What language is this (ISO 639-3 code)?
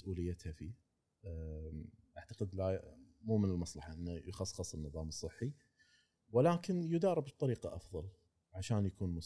afb